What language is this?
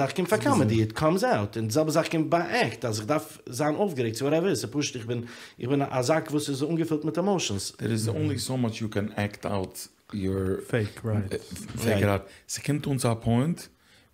Yiddish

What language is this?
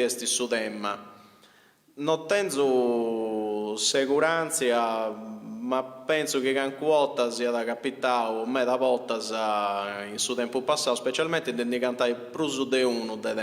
Sardinian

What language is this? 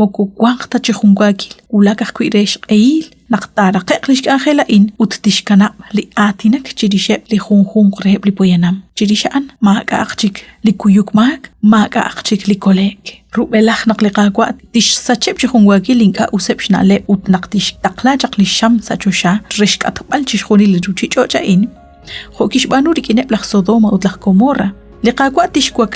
Kekchí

